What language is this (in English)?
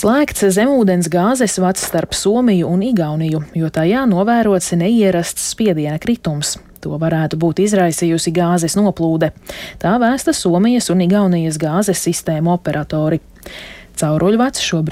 Latvian